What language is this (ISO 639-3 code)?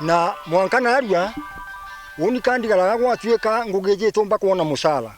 mer